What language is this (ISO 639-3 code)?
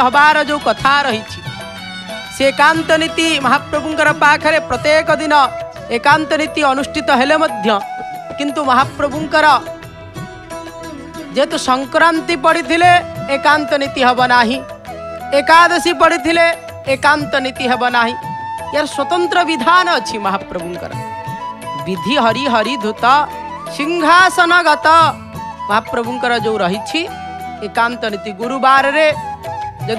ori